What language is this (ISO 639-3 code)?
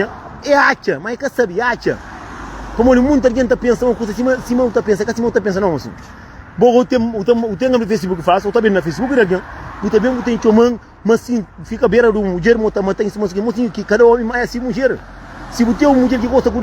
kea